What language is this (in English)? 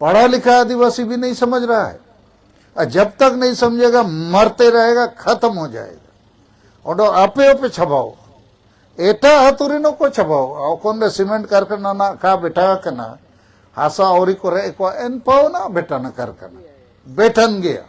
Santali